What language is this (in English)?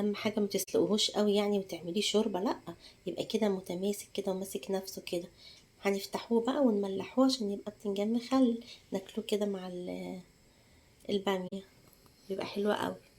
Egyptian Arabic